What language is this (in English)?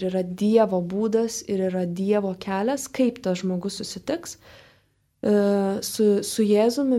Lithuanian